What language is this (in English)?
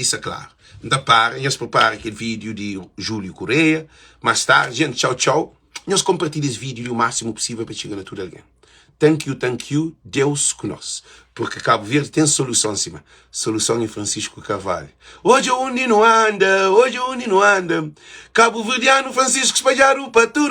Kabuverdianu